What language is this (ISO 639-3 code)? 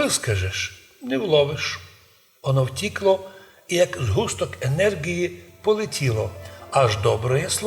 rue